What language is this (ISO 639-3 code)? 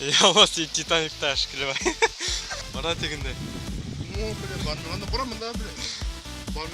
tat